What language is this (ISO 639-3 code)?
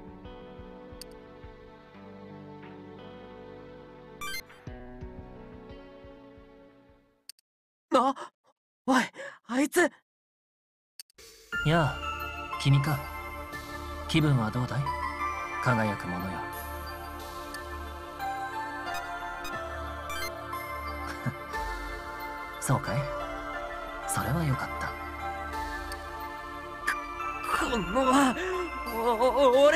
jpn